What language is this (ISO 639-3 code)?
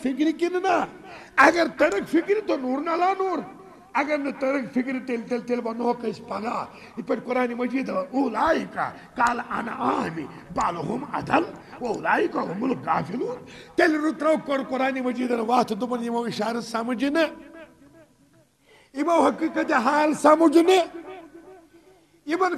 kas